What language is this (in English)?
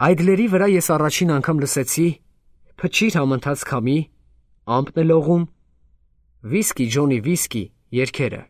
Armenian